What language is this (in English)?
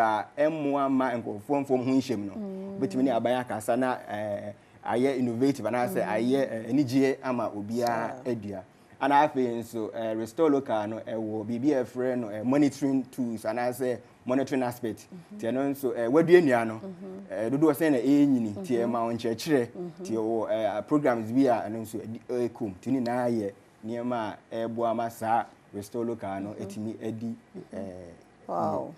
Akan